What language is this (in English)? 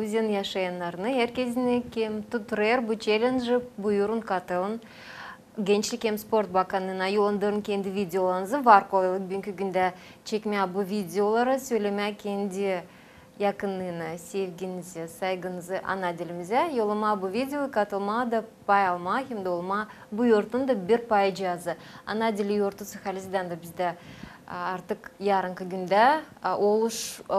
Gagauz